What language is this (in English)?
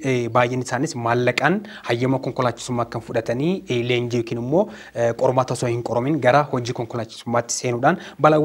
Oromo